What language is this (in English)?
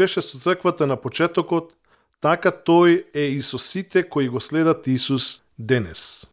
Macedonian